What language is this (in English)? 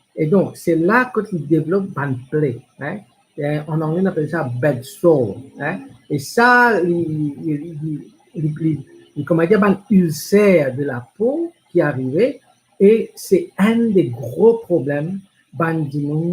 Morisyen